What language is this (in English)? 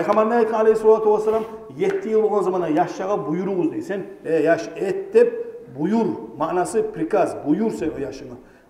Kumyk